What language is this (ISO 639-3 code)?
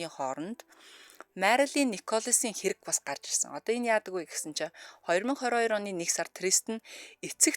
mon